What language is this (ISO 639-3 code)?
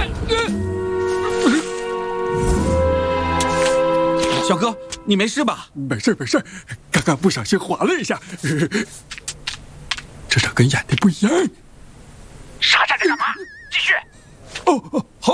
zho